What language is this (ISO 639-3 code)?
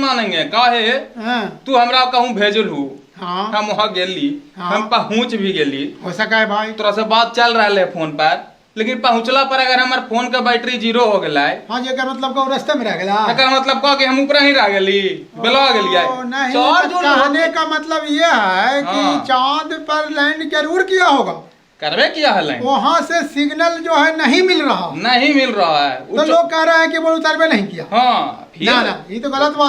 mag